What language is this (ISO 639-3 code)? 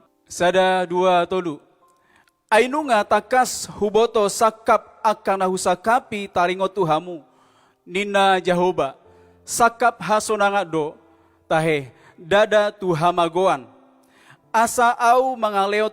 bbc